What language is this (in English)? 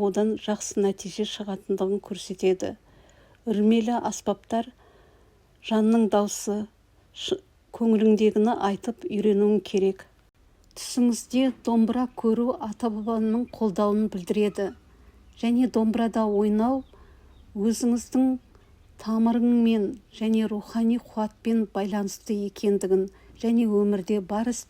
Kazakh